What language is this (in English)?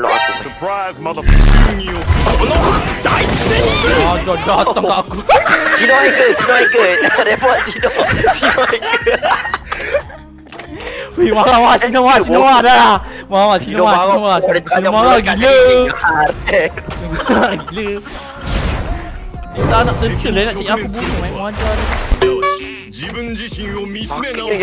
Malay